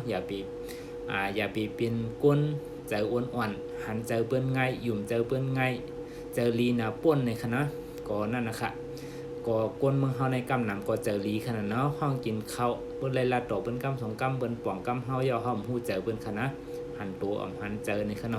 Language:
Shan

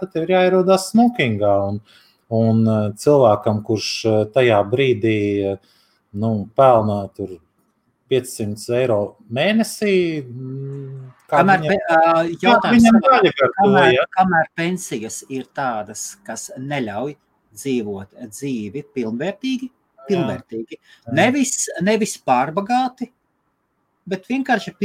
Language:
Latvian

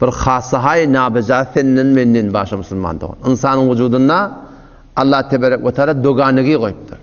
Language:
Turkmen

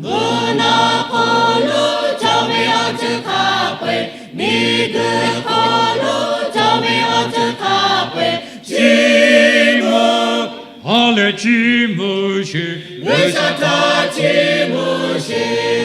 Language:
Lahu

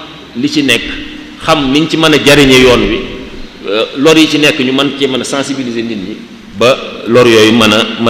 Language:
Wolof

